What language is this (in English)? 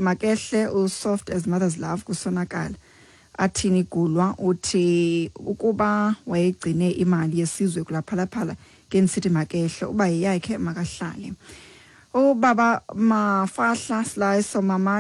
Xhosa